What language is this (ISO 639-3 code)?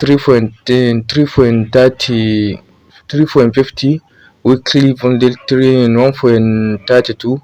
hau